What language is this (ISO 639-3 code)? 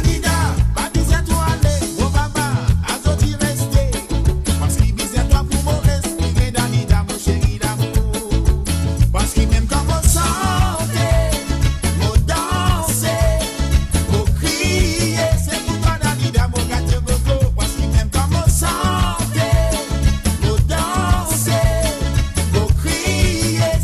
mfe